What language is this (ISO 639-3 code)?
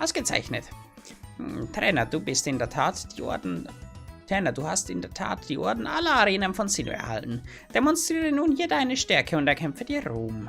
bar